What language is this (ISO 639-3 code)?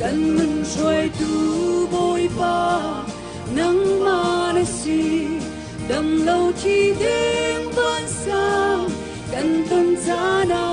cnh